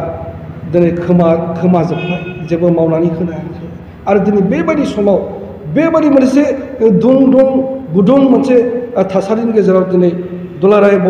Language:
Bodo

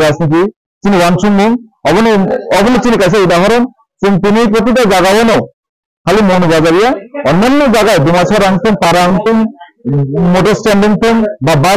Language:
Riang (India)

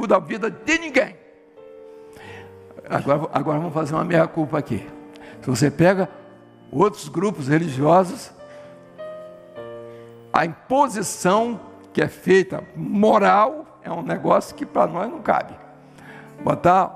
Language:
Portuguese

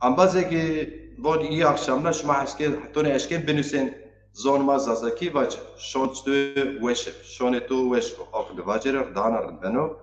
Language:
Zaza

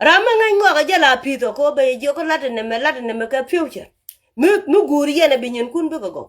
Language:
Nuer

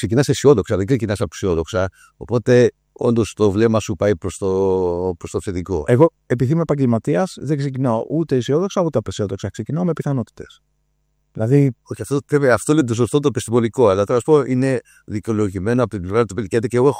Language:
Greek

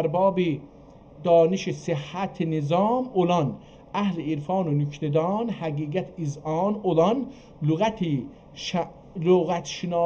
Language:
South Azerbaijani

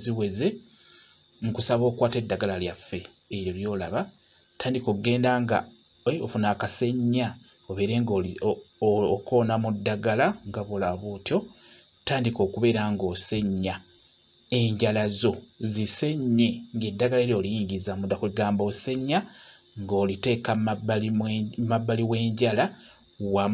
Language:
Ganda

